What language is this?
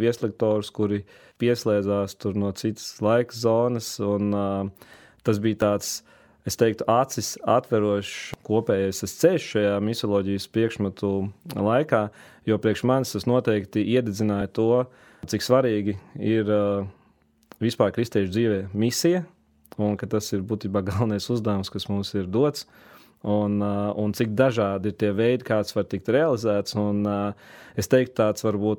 Latvian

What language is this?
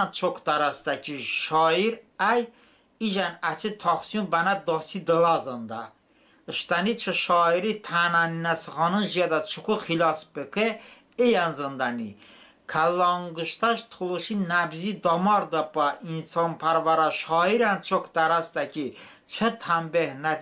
Talysh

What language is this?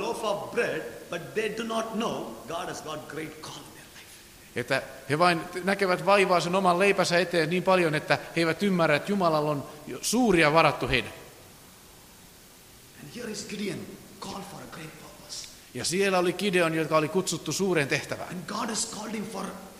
Finnish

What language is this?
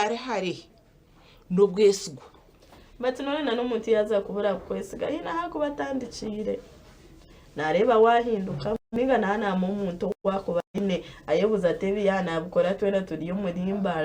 Nyankole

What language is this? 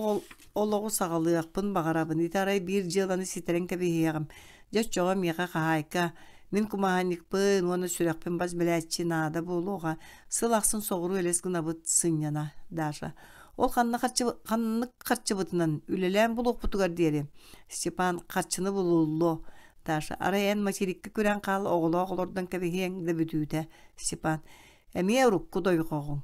Yakut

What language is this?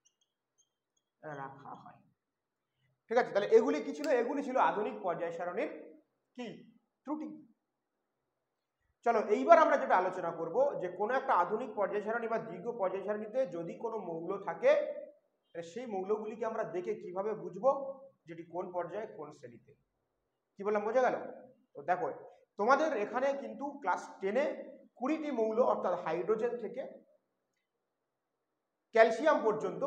Bangla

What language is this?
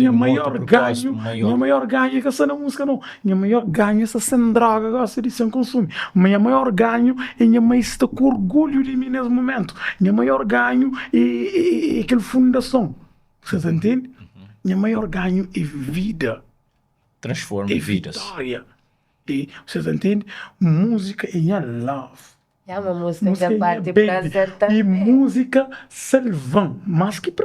Kabuverdianu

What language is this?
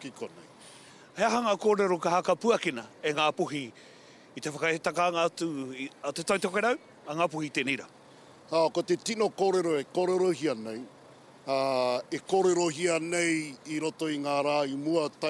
Māori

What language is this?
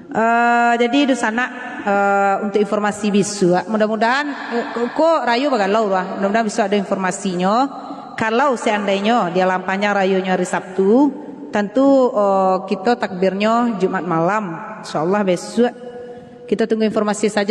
Minangkabau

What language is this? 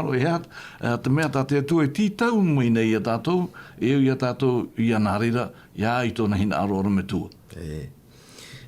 Tahitian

